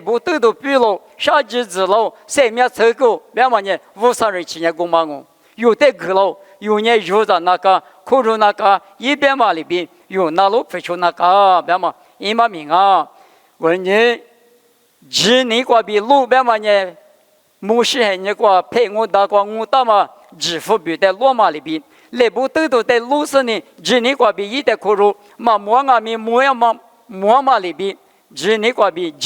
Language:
Lisu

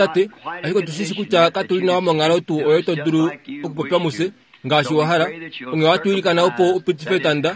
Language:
Kuanyama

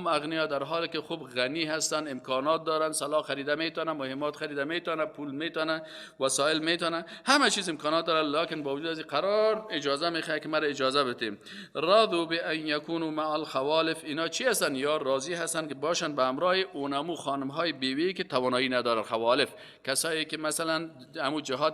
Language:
Persian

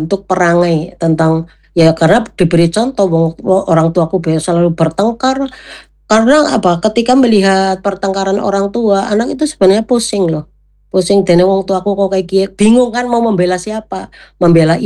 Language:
Indonesian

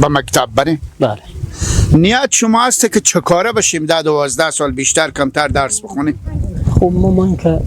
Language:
Persian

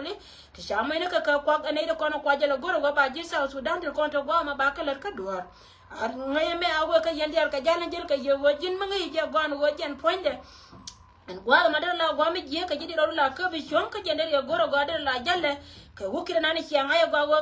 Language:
Nuer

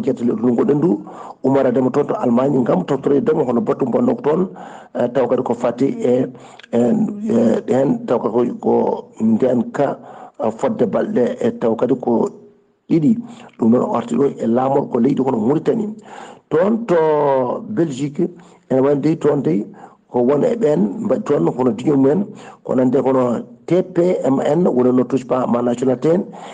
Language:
Fula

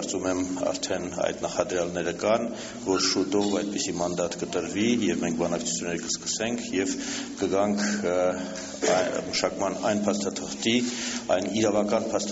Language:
Armenian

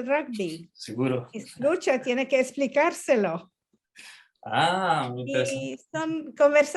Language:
Ladino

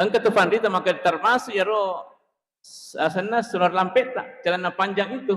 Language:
Buginese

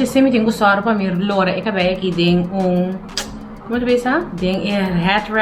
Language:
Papiamento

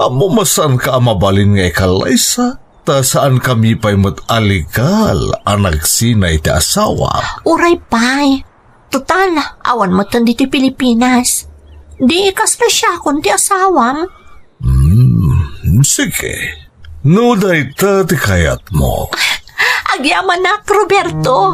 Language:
Iloko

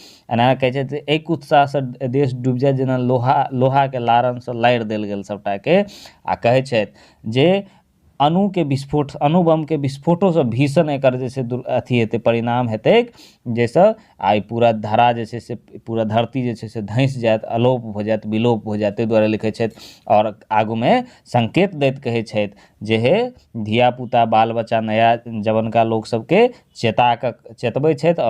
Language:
Maithili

